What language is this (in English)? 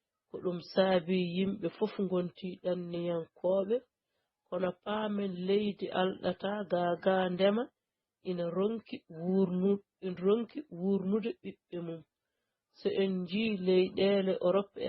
Fula